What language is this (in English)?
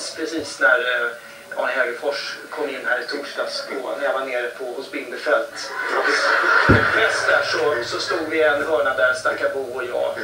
Swedish